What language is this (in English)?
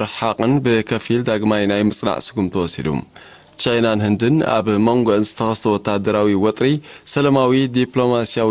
Tigrinya